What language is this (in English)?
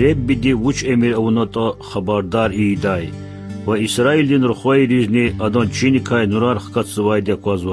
Lezghian